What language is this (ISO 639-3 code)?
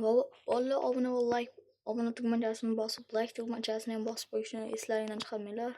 uzb